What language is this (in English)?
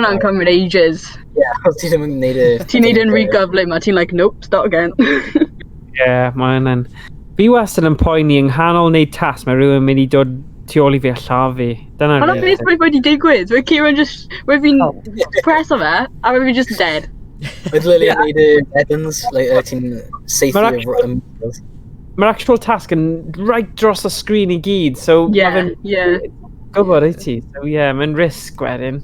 Welsh